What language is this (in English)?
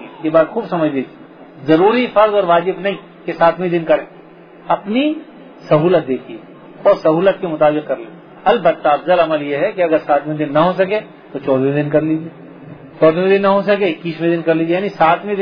Urdu